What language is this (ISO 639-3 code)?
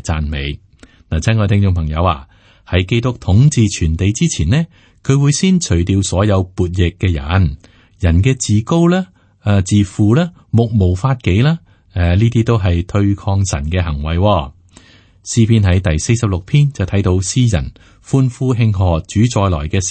yue